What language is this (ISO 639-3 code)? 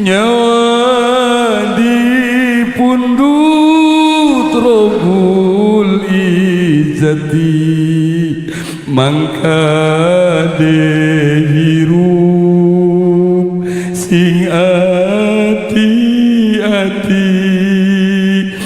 sun